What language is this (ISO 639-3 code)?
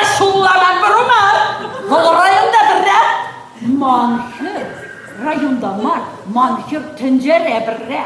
chv